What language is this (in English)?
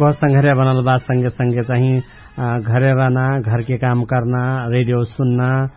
Dangaura Tharu